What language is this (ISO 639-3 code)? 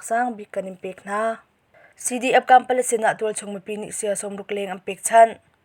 cnh